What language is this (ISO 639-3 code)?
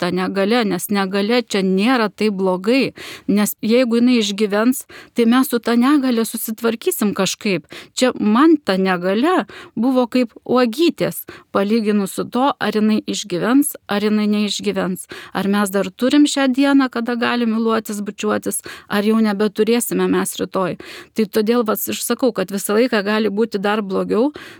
lit